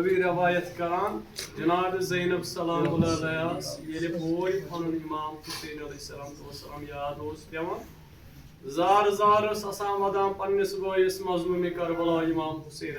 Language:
Kashmiri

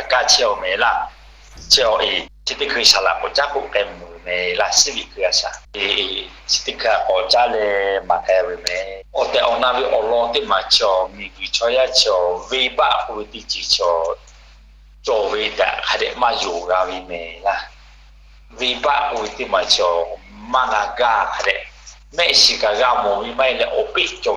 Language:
Lahu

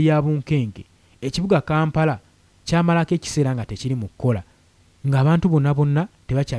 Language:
Ganda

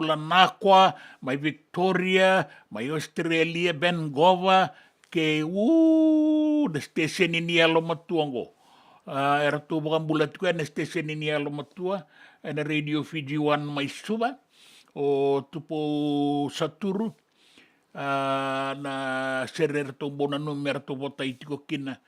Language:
Fijian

